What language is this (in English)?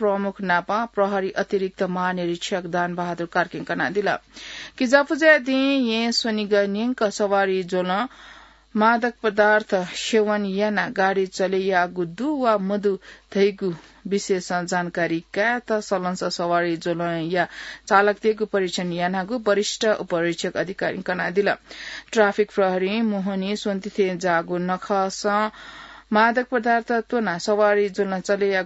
Newari